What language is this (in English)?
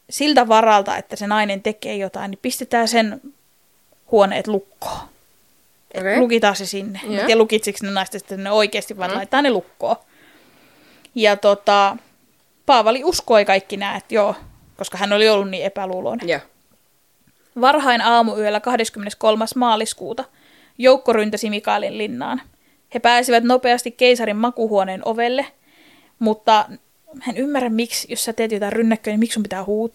Finnish